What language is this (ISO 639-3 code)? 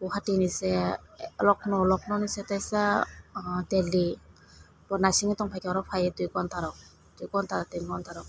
trp